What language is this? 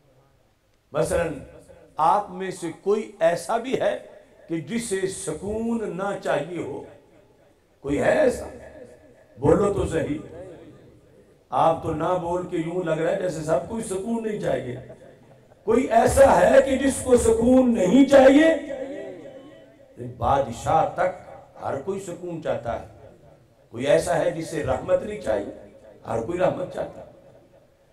Urdu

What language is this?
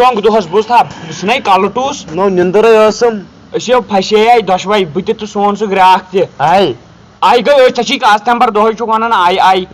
Kashmiri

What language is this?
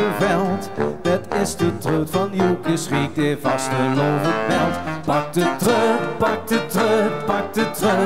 Limburgish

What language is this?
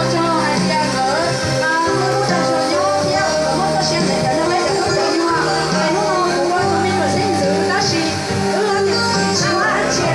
Hmong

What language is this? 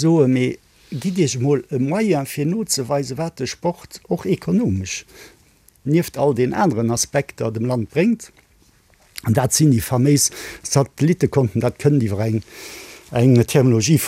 Luxembourgish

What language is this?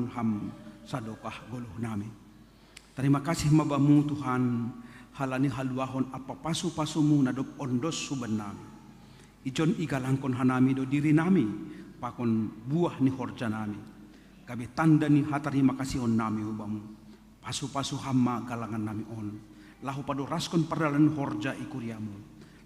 Batak Simalungun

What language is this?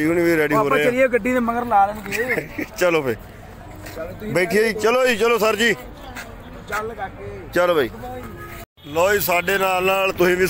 Punjabi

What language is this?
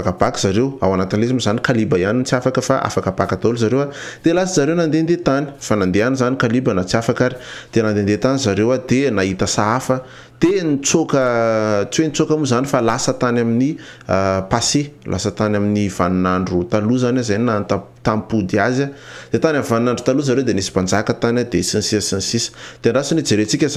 Malagasy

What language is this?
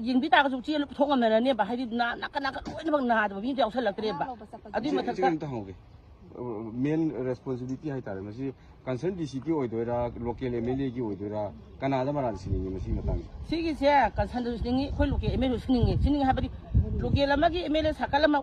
Manipuri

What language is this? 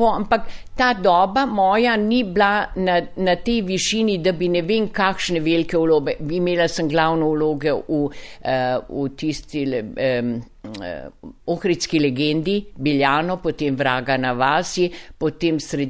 Slovenian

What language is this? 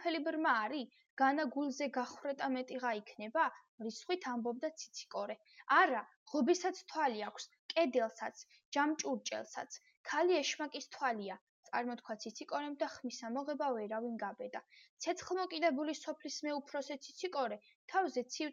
Georgian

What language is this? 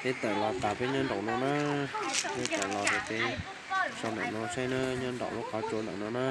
Hmong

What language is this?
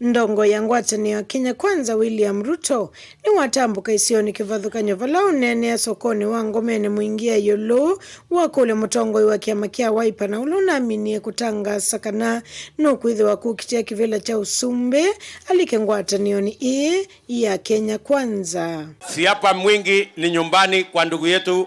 Kamba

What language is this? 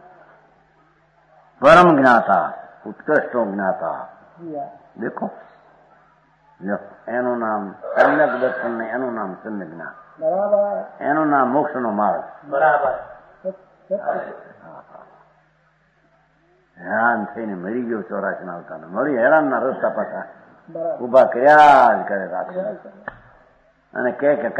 Gujarati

